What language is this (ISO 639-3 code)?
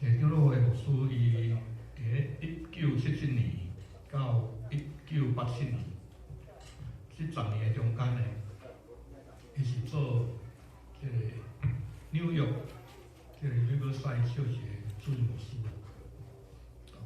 nan